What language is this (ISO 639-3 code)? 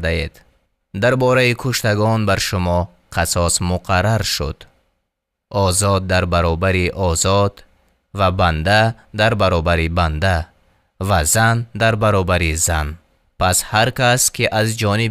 tgk